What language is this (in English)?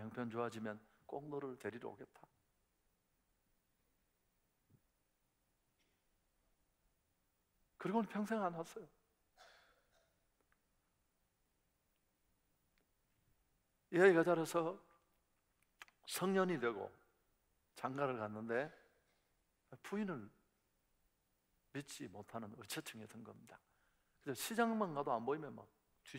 Korean